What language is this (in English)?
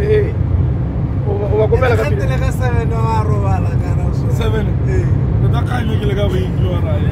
Tswana